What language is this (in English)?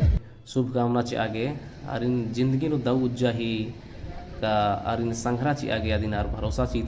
Kurukh